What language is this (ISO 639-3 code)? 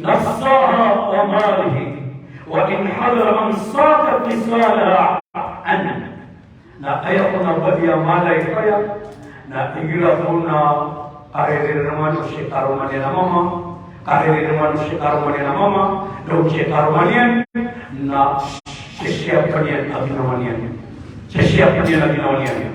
mrw